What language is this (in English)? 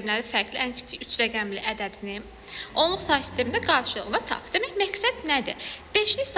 Azerbaijani